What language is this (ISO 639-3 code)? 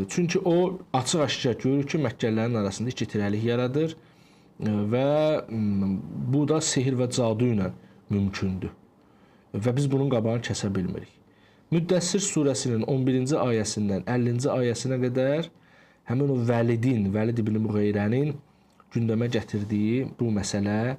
aze